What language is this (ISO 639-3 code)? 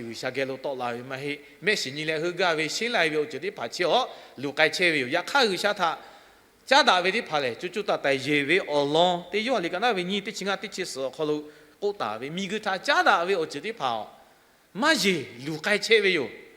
lhu